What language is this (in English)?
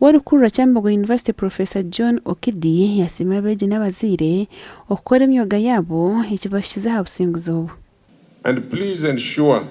Nyankole